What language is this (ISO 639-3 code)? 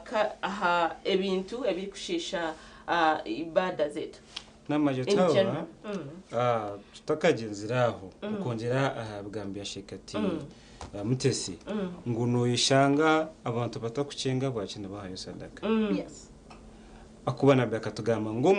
nyn